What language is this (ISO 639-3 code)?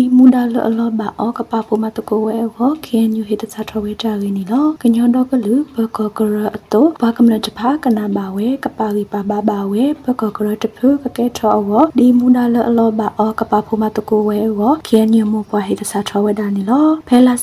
mya